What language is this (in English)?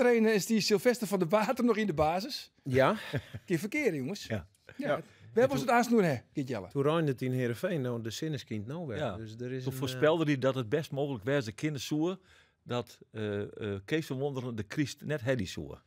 Western Frisian